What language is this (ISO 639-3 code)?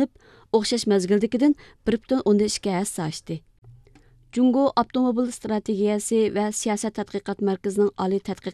uig